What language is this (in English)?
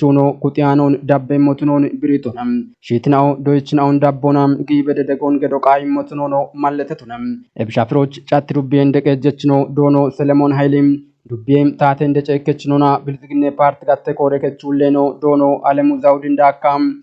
Kafa